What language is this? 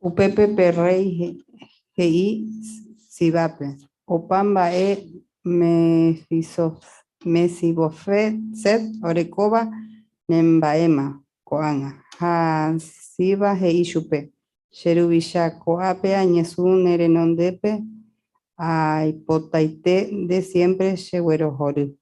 Guarani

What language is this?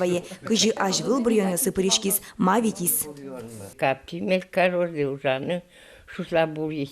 Udmurt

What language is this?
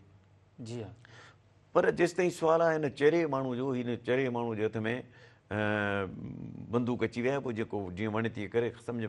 Sindhi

